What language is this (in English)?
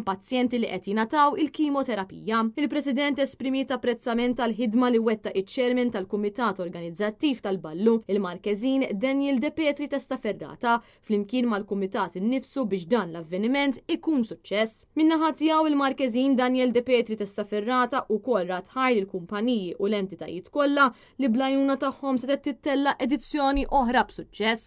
Maltese